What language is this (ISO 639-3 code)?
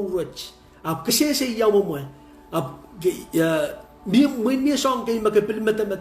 pon